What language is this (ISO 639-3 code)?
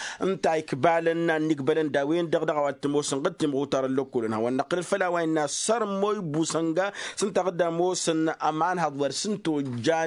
taq